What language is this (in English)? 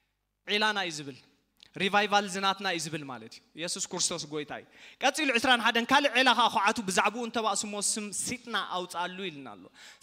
Tigrinya